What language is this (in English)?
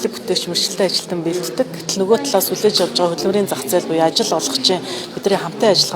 Mongolian